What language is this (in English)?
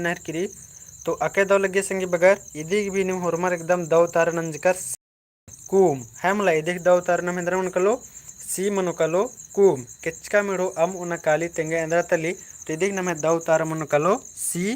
Kurukh